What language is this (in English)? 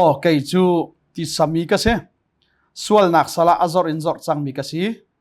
Hakha Chin